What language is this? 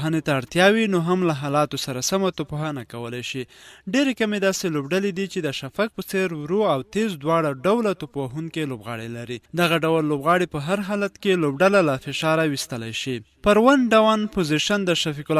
Pashto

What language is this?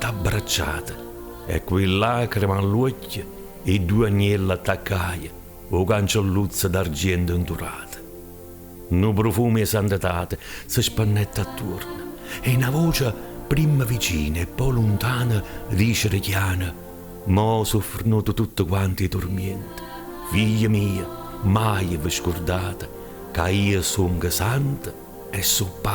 Neapolitan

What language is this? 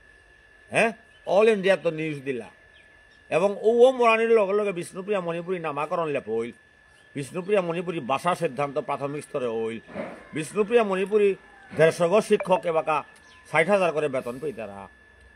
Bishnupriya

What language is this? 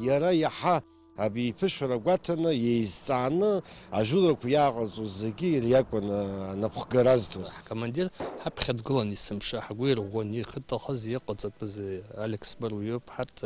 Abkhazian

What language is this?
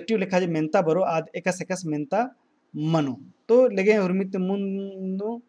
Kurukh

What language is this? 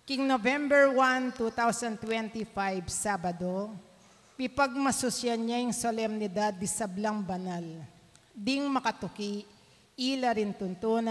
Pampanga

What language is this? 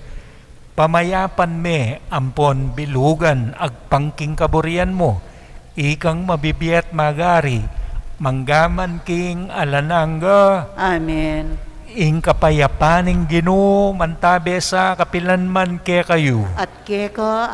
Pampanga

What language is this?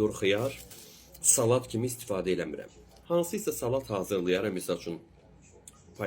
Azerbaijani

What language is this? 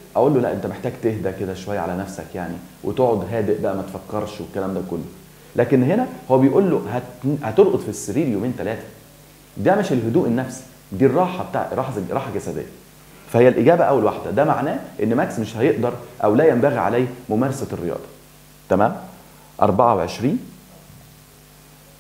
Egyptian Arabic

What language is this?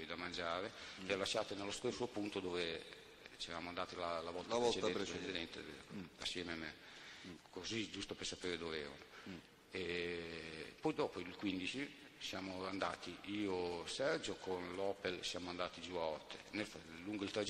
Italian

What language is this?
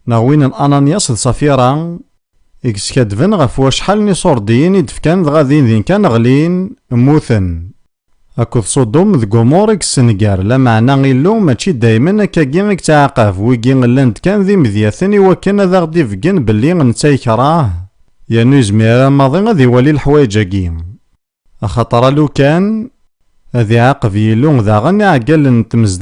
Kabyle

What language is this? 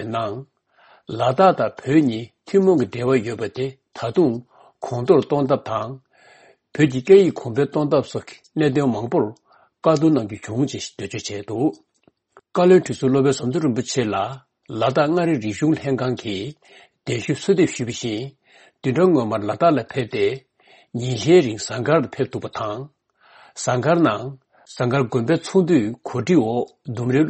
Tibetan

